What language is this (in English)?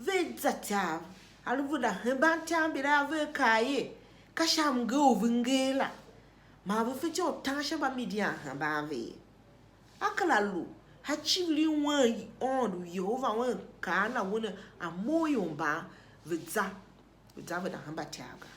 Tiv